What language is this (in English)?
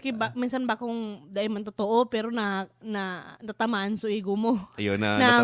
Bikol